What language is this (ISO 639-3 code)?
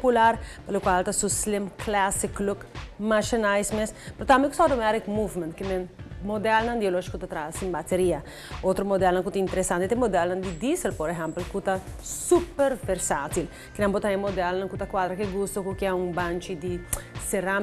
pap